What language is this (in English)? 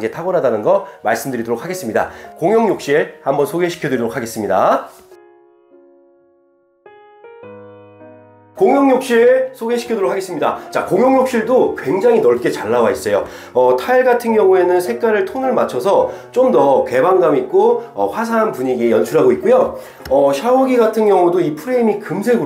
Korean